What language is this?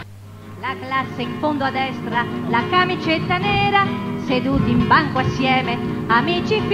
Italian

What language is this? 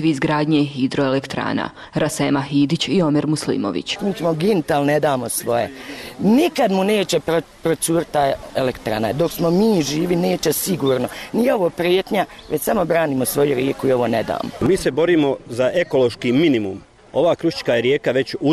Bosnian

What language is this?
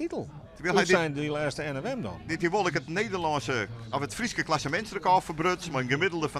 Western Frisian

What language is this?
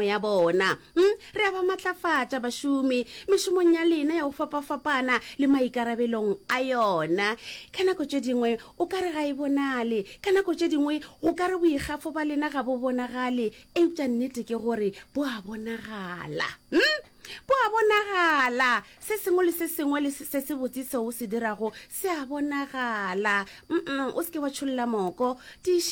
Northern Sotho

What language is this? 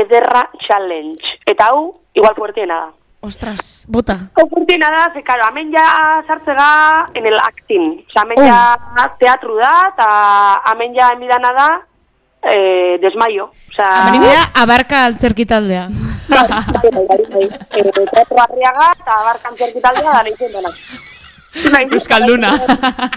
Basque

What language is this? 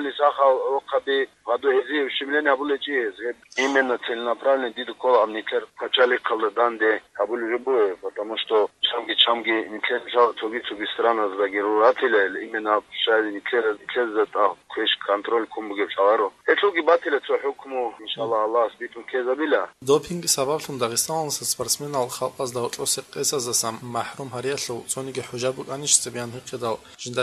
Avaric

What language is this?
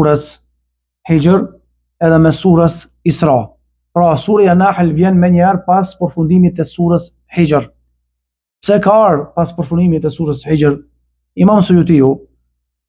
Albanian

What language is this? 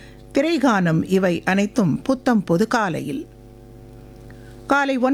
Tamil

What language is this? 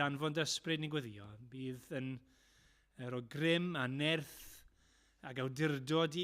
Welsh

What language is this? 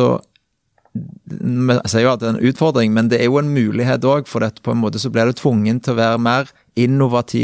Norwegian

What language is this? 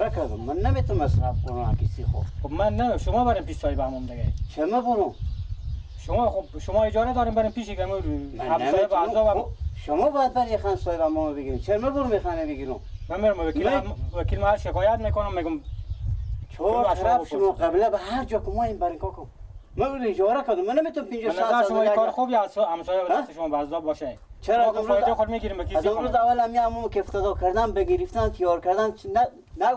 Persian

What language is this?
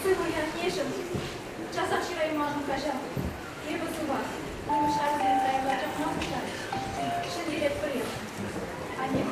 Chuvash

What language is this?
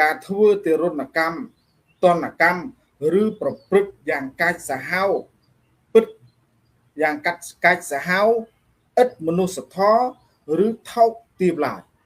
Khmer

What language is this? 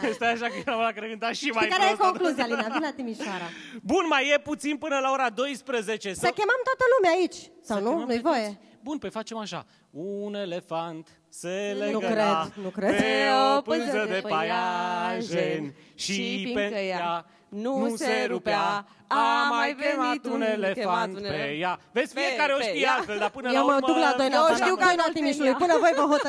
Romanian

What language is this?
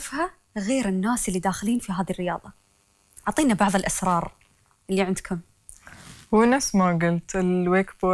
Gulf Arabic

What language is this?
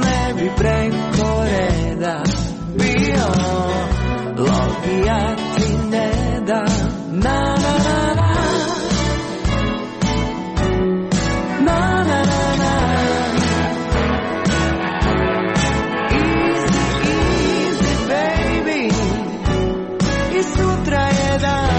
Croatian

